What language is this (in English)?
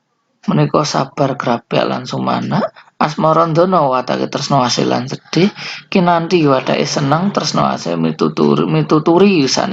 Javanese